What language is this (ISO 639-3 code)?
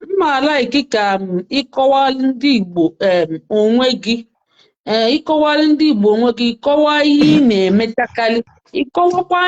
ibo